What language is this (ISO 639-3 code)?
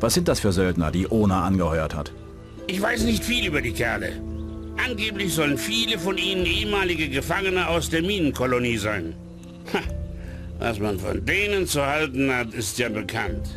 bar